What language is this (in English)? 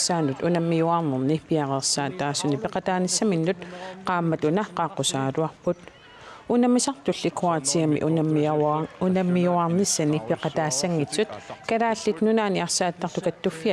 Kalaallisut